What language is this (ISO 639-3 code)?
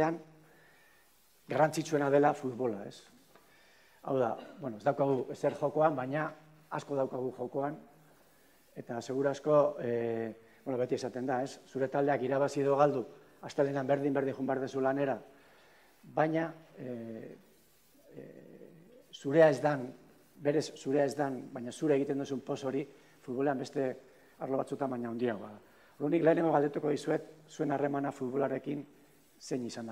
eus